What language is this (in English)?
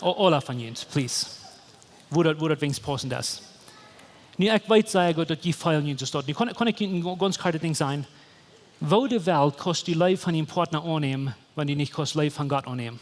Plautdietsch